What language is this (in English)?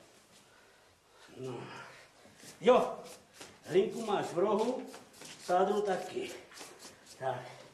Czech